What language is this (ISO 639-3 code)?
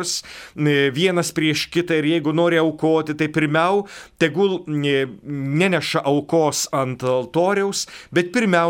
lit